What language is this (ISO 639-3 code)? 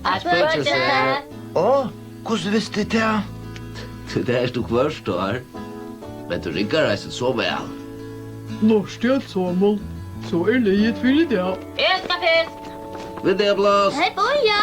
fao